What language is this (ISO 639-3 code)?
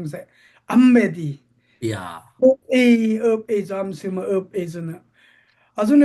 dis